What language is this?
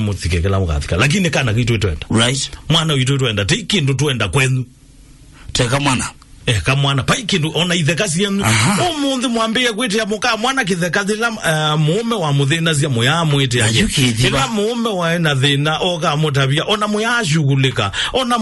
Kamba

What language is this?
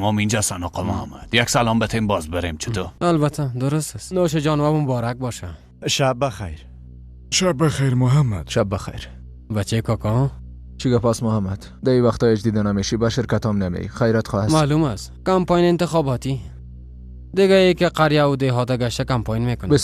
Persian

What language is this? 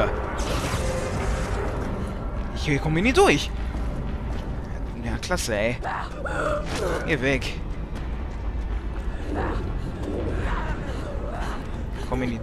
German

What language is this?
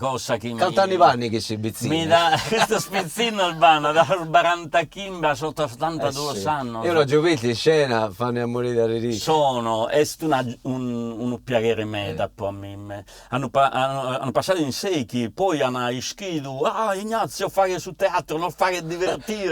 Sardinian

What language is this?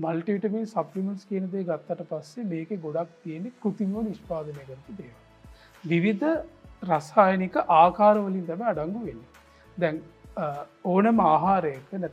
Sinhala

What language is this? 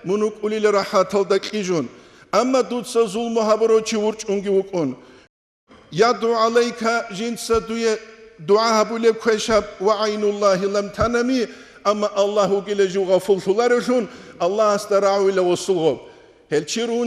Avaric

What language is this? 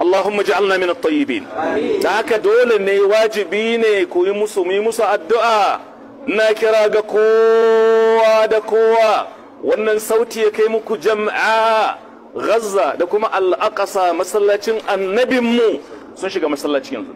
Hausa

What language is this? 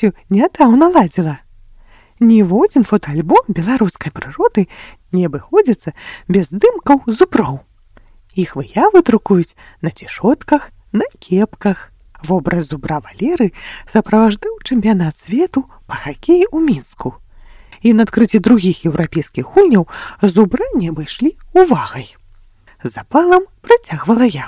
Belarusian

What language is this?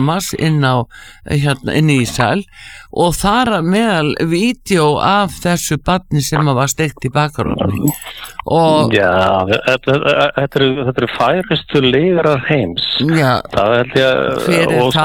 Icelandic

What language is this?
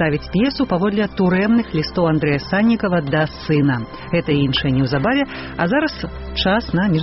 Belarusian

